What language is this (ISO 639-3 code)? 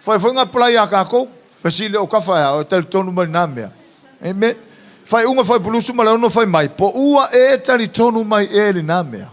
smo